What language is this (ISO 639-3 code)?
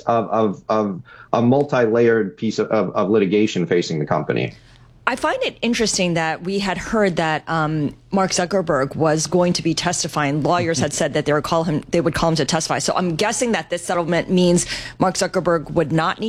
eng